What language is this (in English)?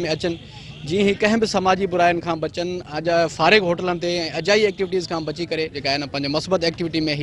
Sindhi